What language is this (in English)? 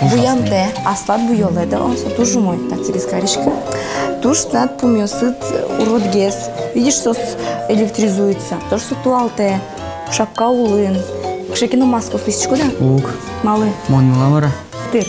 Udmurt